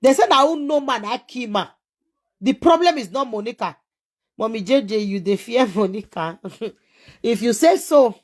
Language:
Nigerian Pidgin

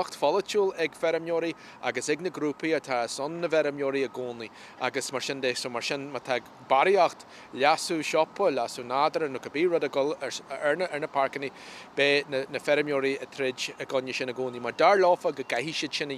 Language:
Irish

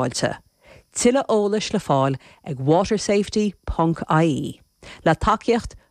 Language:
Irish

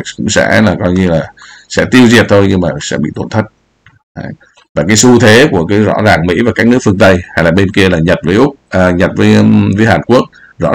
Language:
Vietnamese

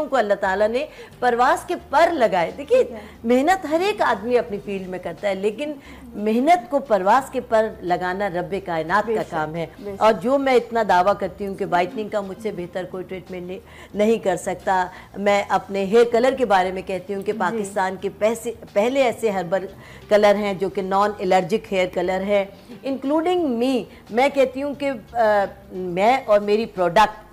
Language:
Urdu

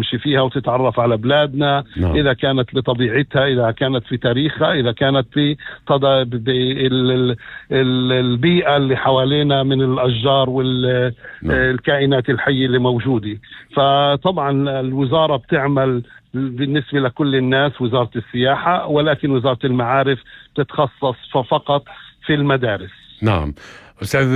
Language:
North Levantine Arabic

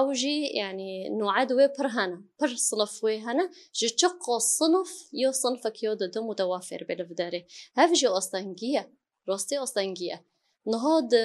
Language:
Kurdish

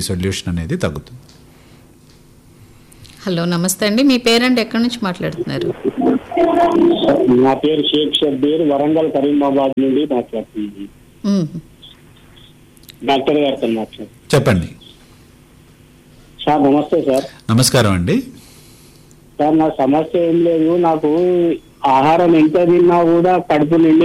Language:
Telugu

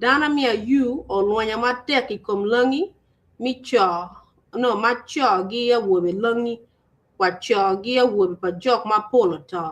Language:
Acoli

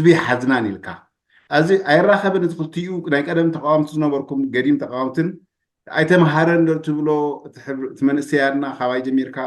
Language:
Tigrinya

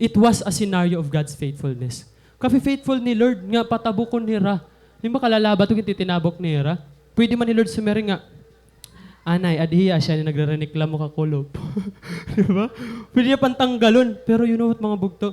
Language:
Waray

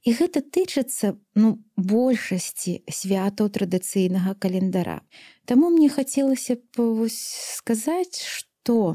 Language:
Belarusian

